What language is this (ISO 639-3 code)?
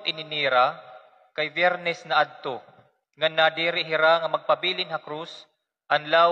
war